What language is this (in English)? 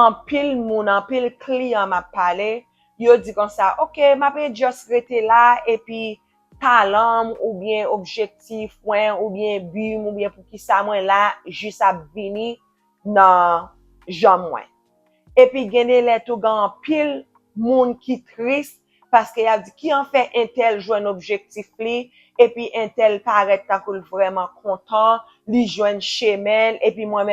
Haitian Creole